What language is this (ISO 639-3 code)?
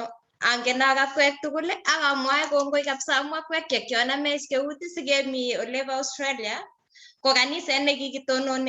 kln